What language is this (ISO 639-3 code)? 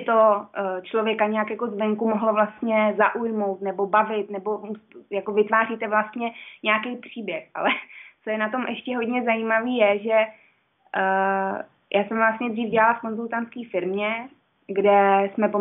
ces